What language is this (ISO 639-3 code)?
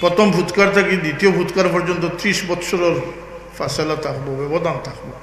syl